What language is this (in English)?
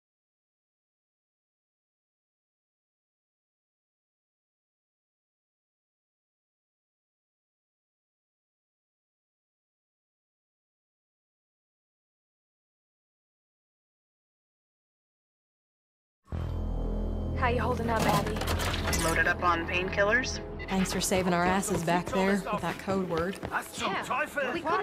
English